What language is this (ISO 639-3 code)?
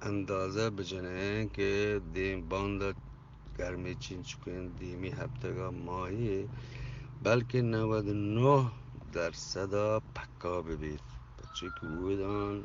bgp